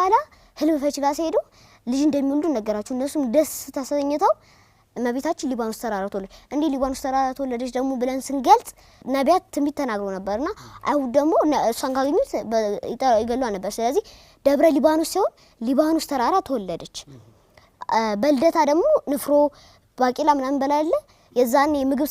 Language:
Amharic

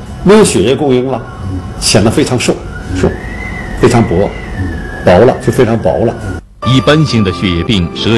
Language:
Chinese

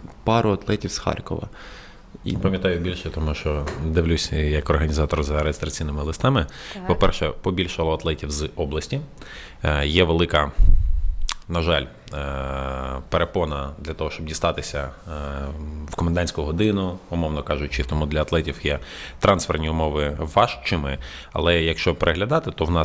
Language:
Ukrainian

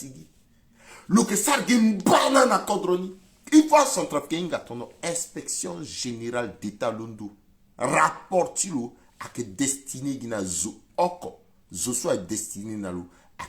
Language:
Sango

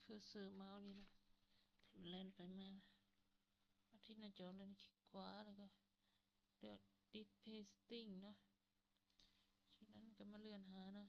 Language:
Lao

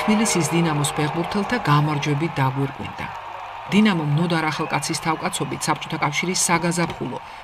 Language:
Georgian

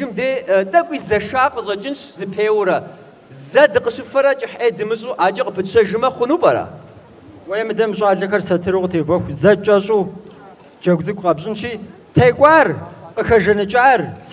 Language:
Kabardian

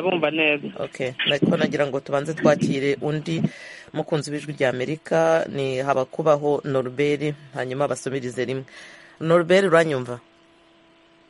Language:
Kinyarwanda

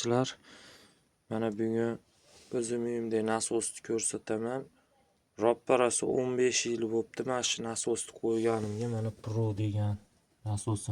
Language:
Uzbek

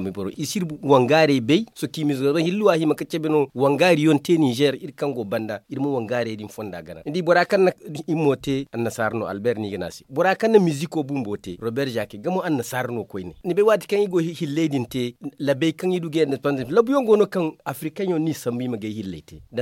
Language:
Zarma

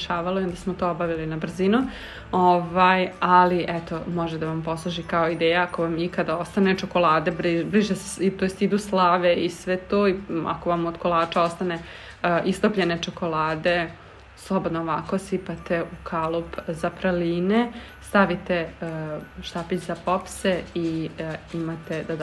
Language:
Serbian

